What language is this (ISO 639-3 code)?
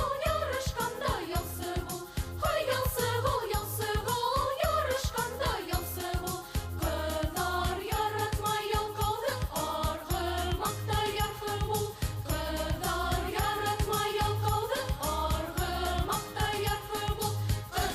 bak